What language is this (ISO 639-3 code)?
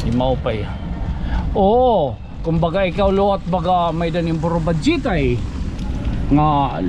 war